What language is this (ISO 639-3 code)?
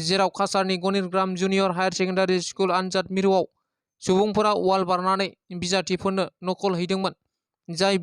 brx